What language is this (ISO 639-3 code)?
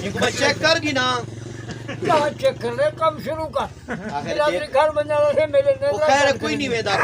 skr